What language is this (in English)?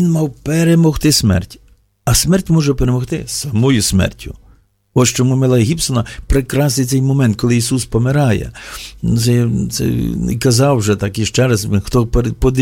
Ukrainian